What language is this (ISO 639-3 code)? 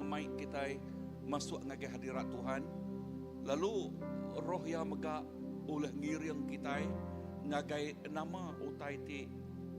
iba